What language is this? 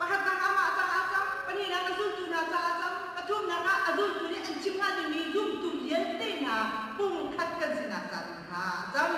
Hakha Chin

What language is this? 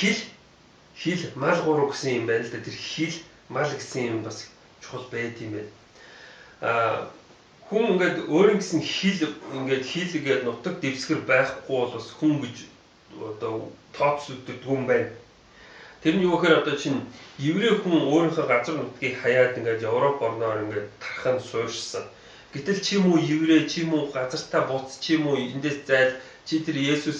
Mongolian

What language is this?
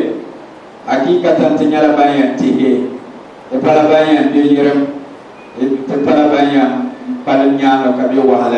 Dagbani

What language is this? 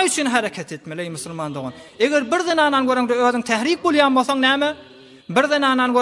Turkmen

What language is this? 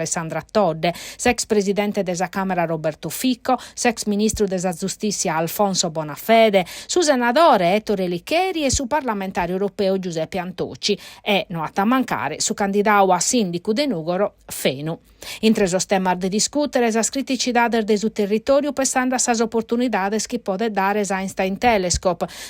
Sardinian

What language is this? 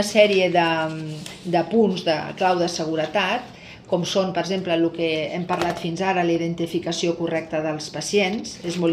Catalan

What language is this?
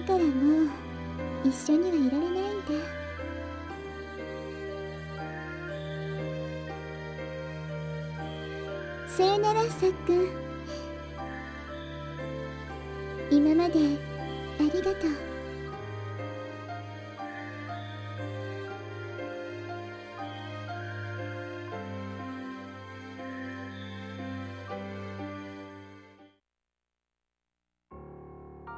Japanese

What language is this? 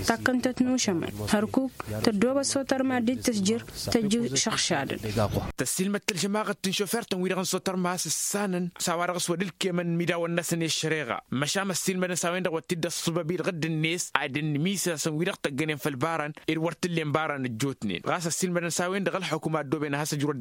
Tamasheq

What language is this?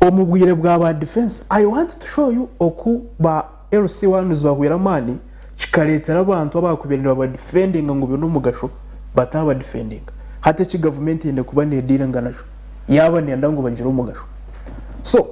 Nyankole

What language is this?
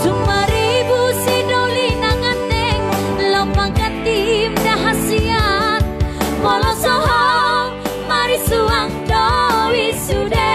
Batak Toba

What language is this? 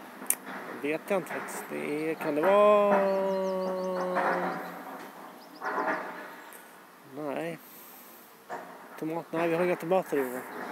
Swedish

